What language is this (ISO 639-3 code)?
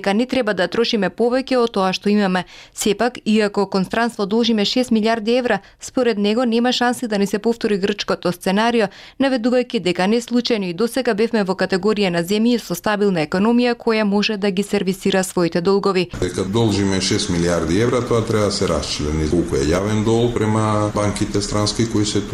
mkd